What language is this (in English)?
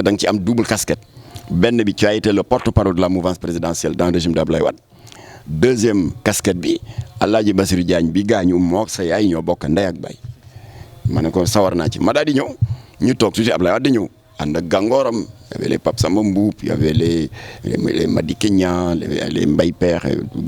Wolof